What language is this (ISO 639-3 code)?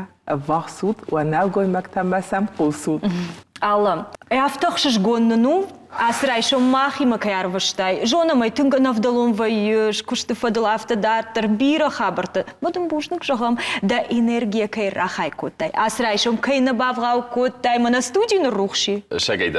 oss